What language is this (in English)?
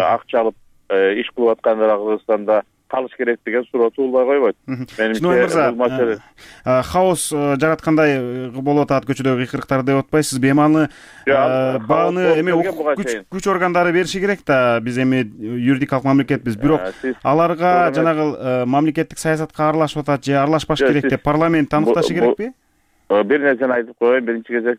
Kyrgyz